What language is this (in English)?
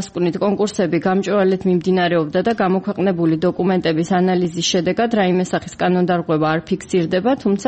Georgian